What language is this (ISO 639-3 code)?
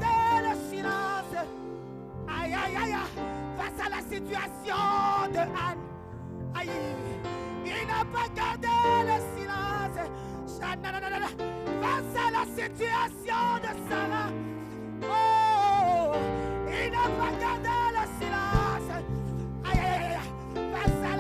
ewe